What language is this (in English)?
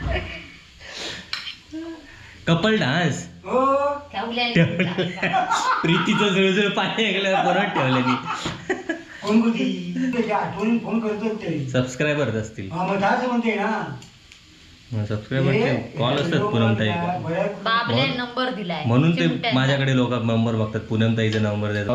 Marathi